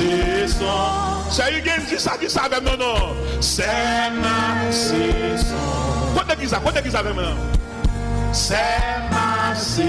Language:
Haitian Creole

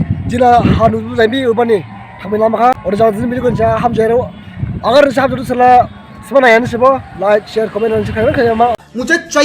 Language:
Dimasa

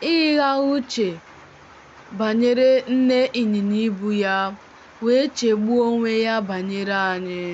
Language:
Igbo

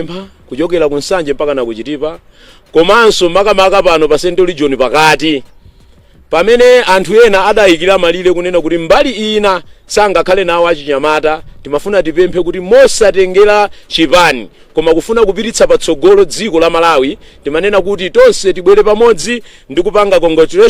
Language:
Nyanja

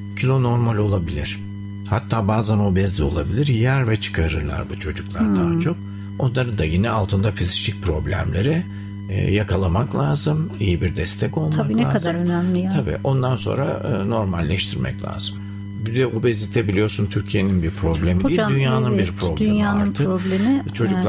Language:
Turkish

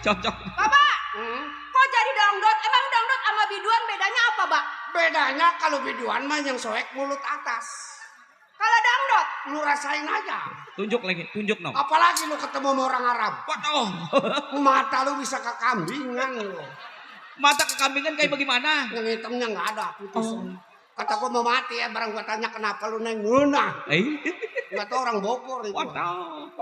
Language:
Betawi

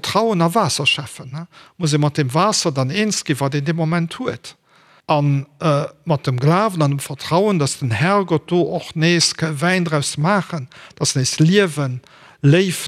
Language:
Luxembourgish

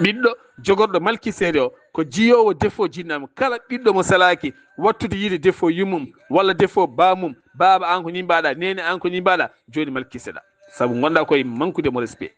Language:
Fula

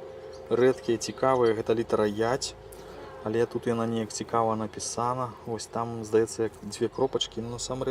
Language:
Belarusian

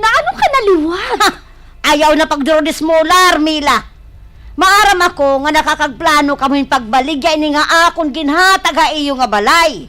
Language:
Waray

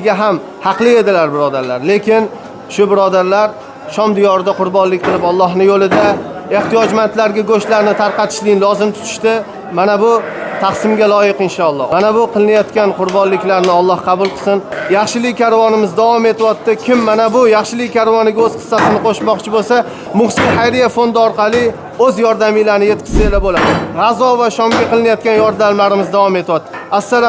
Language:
Uzbek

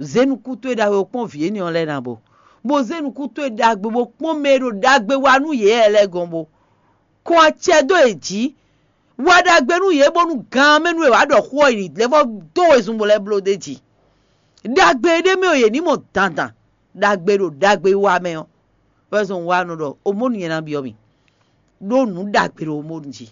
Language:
Fon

